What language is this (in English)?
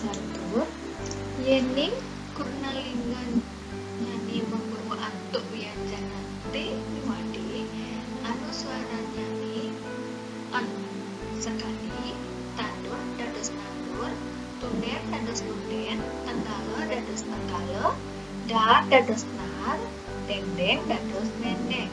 Balinese